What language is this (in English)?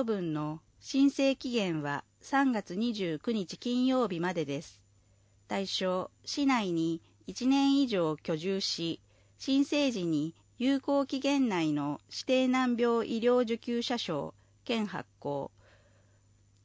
Japanese